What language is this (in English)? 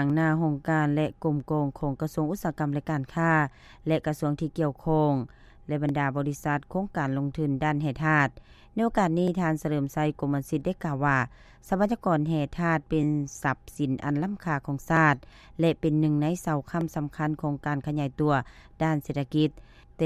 Lao